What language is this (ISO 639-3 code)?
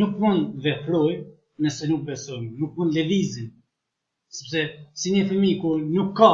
sqi